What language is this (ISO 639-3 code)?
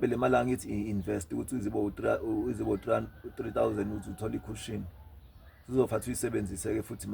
zul